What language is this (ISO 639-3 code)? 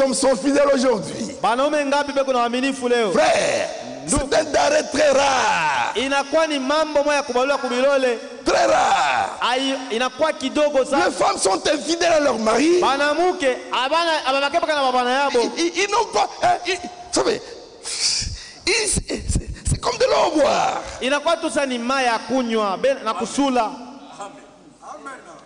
swa